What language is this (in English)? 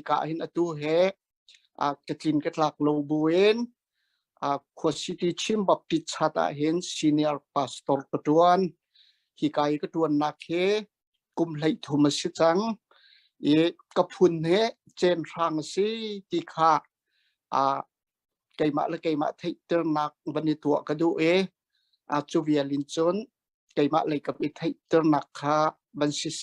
Hakha Chin